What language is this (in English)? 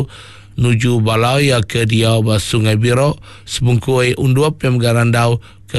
Iban